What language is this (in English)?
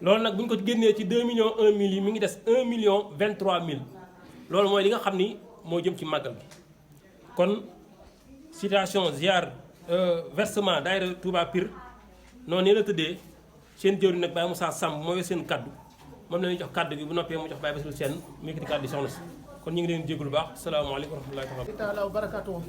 Wolof